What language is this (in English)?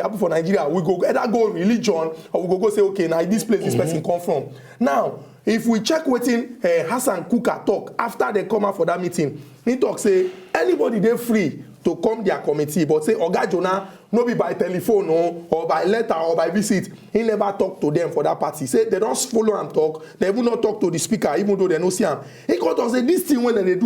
Nigerian Pidgin